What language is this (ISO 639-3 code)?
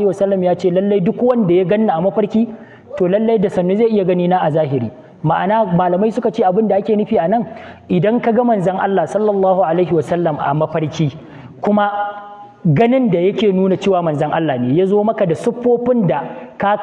hau